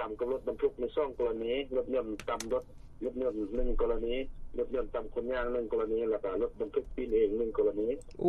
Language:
Lao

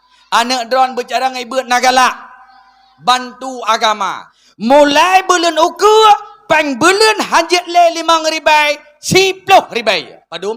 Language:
Achinese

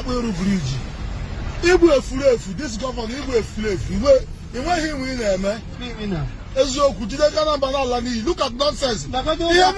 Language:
Igbo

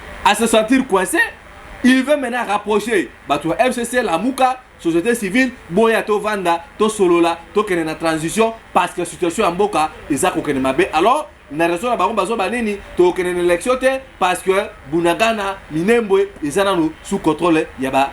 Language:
Lingala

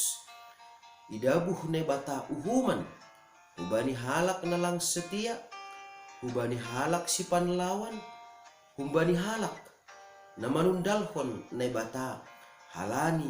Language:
Batak Simalungun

